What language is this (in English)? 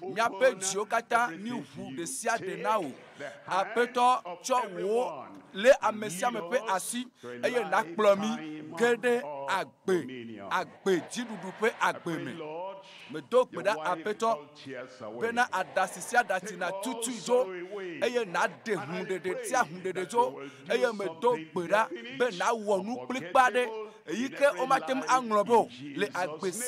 Ewe